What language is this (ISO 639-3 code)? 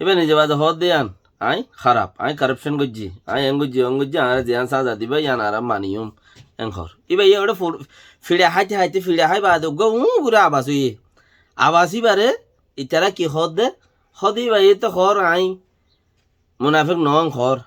rhg